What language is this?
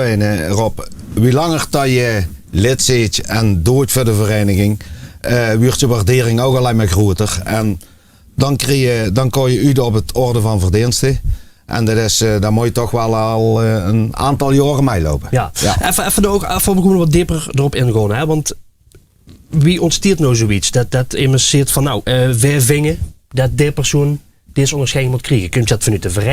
Limburgish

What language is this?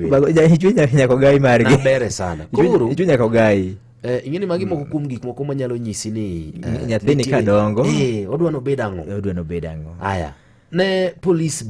Luo (Kenya and Tanzania)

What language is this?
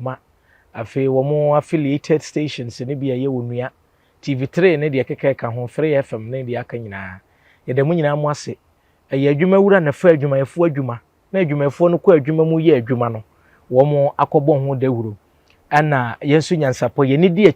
Akan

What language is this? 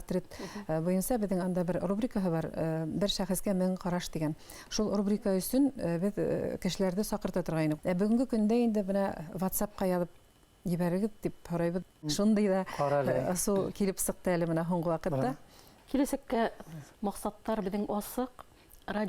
Bashkir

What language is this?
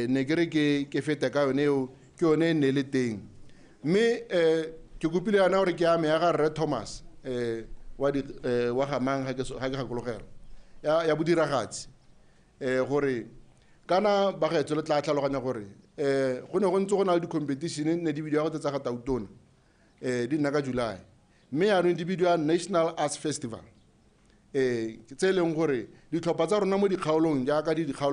Tswana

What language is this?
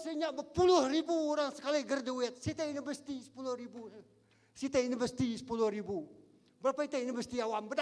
Iban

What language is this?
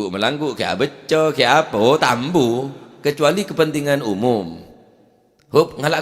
Madurese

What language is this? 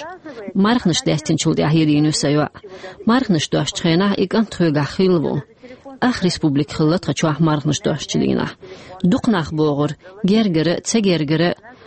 Chechen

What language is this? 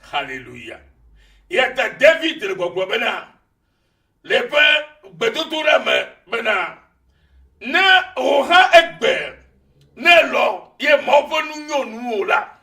Ewe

